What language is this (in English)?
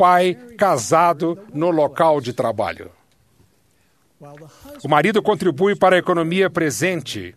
Portuguese